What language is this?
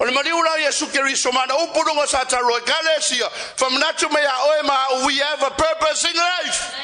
Samoan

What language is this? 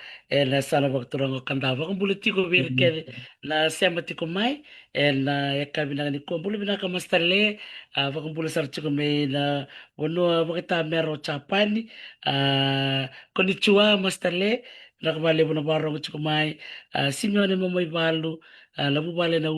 Fijian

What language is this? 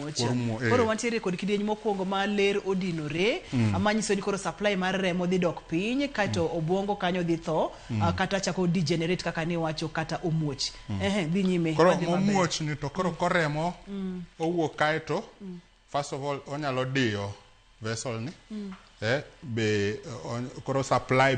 Luo (Kenya and Tanzania)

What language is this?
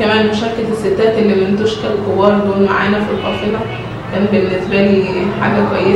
Egyptian Arabic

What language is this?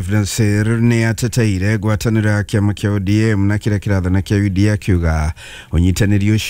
Kikuyu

